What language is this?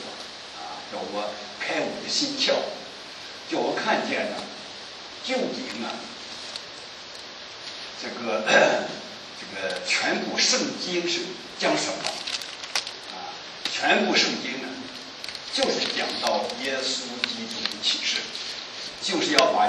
Chinese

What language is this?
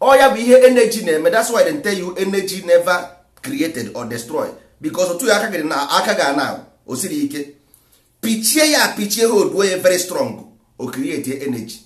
Igbo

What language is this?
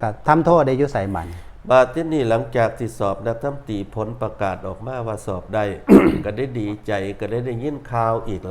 Northeastern Thai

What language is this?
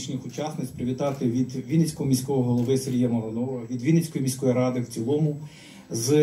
Ukrainian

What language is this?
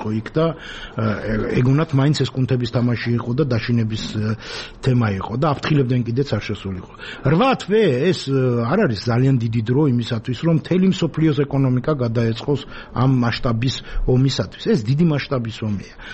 Georgian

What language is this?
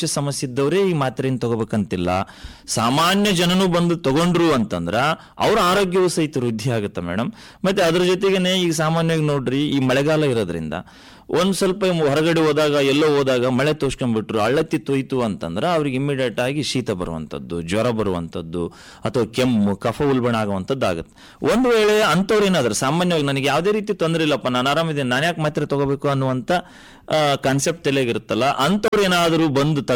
Kannada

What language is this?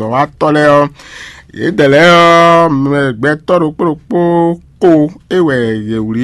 Fon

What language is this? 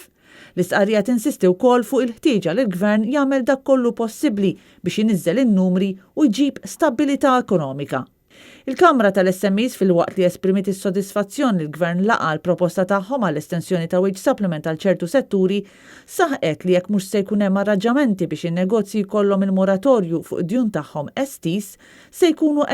Maltese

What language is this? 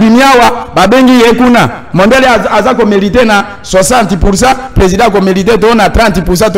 Lingala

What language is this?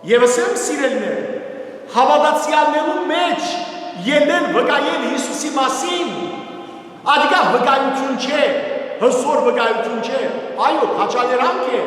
Western Armenian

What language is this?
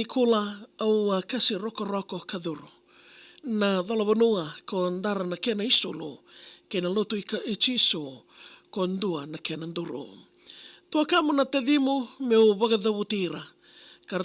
Fijian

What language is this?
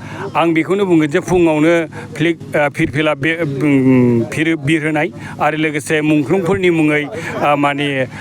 Bodo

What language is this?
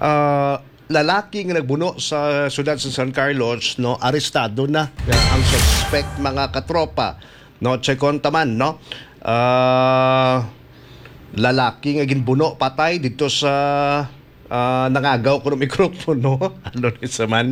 Hiligaynon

